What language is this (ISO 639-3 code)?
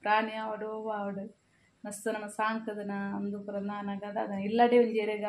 tcy